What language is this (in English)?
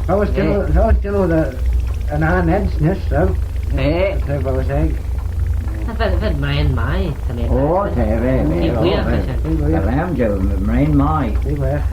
Manx